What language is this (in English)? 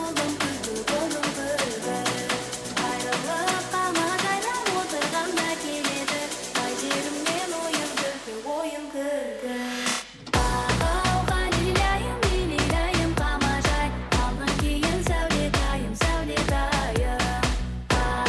Kara-Kalpak